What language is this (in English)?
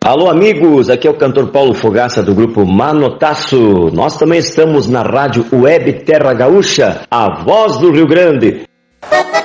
Portuguese